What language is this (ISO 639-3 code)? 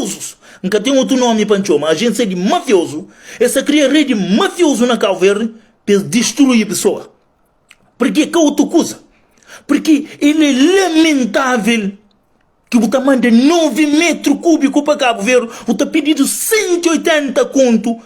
kea